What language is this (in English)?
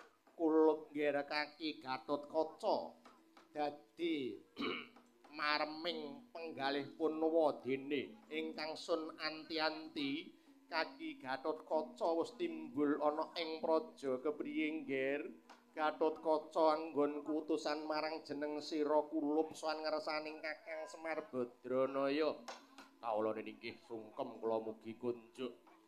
Javanese